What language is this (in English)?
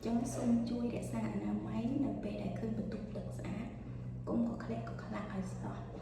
Khmer